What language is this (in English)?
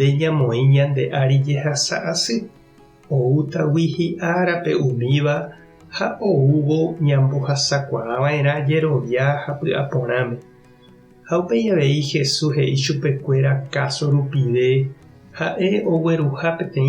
Guarani